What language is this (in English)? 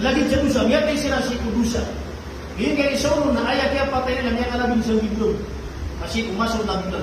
Maranao